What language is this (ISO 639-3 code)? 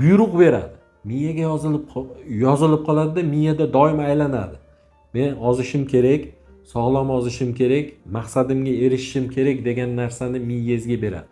uzb